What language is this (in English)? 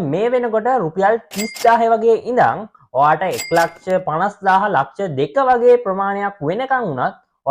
Sinhala